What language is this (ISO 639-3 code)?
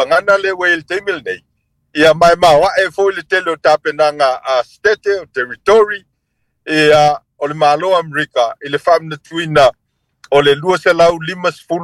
smo